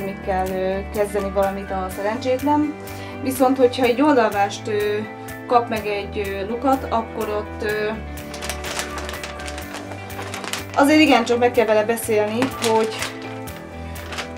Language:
Hungarian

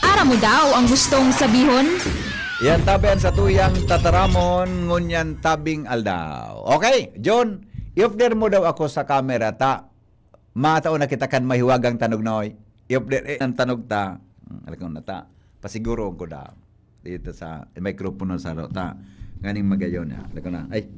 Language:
Bikol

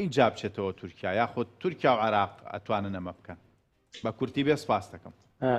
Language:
Central Kurdish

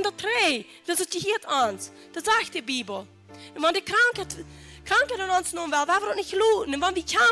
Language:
Plautdietsch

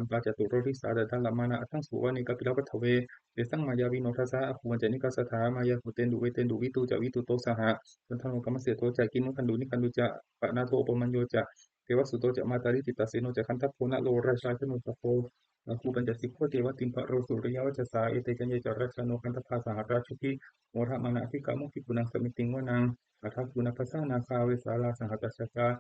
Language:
Pali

